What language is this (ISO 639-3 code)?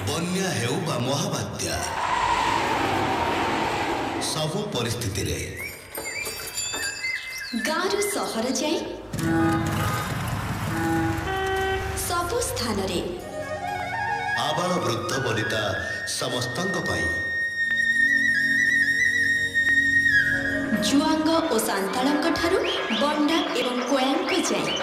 ori